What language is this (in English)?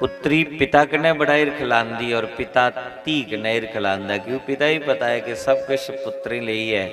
Dogri